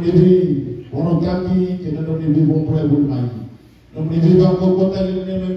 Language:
Fijian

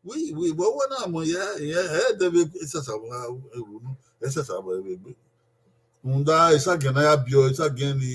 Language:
Bini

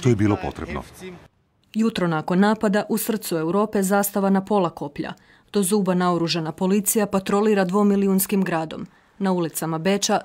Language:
Croatian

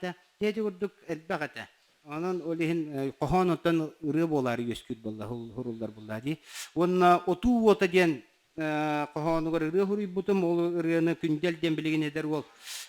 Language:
Yakut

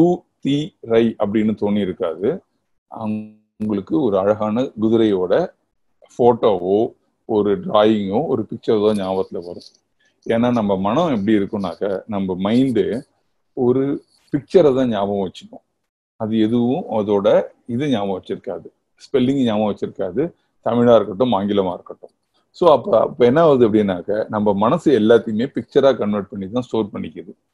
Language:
Tamil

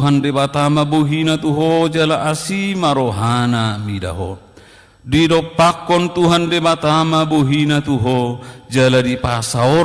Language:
Batak Toba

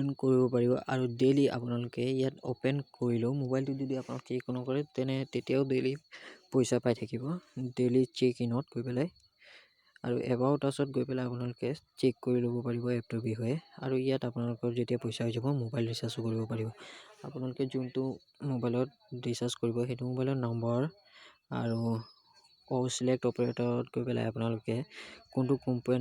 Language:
Assamese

